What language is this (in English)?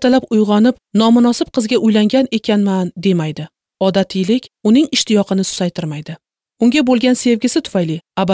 Uzbek